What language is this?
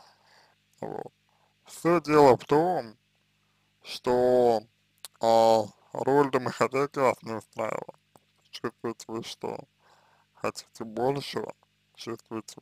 Russian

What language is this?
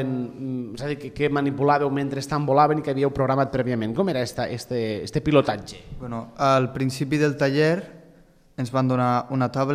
Catalan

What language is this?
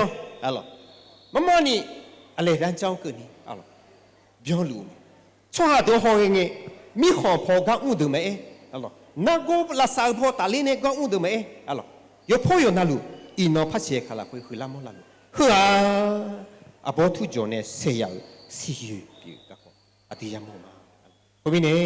Akha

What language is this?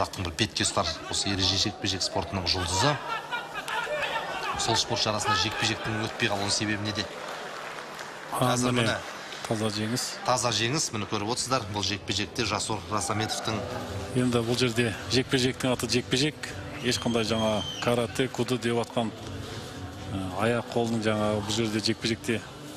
Kazakh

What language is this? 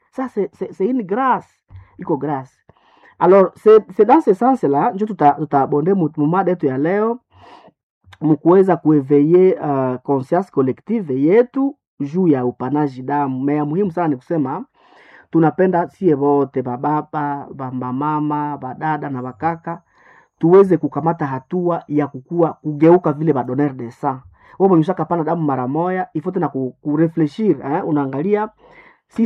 Swahili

